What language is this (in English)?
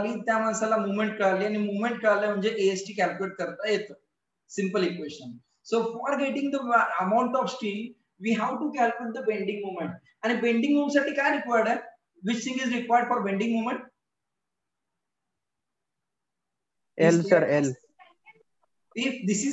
Marathi